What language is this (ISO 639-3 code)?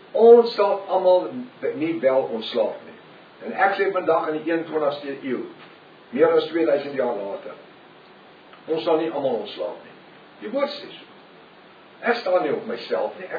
afr